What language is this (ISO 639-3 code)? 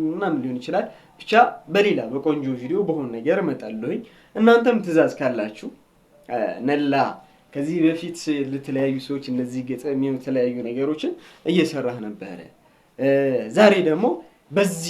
amh